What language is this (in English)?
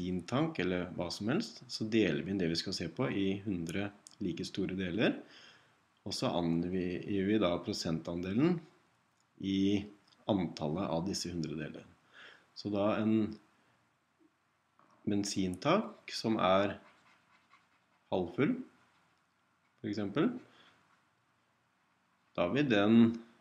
Norwegian